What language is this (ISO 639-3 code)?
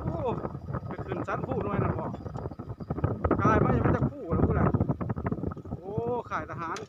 lao